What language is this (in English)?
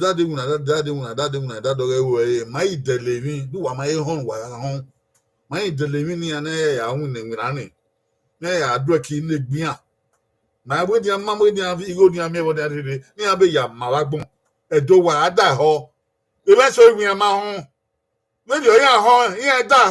Bini